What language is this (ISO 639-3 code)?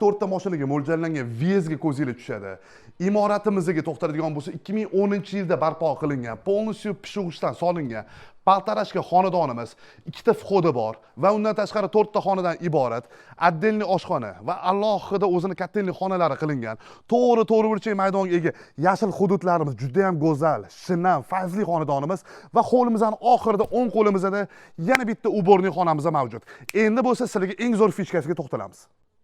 uzb